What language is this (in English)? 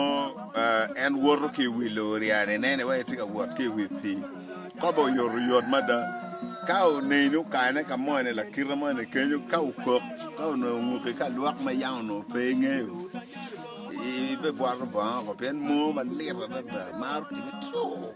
Acoli